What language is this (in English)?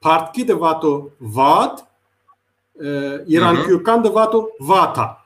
Zaza